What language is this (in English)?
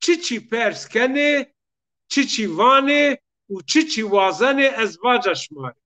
Zaza